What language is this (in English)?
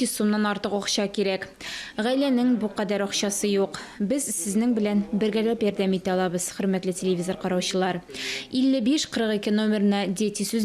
Tatar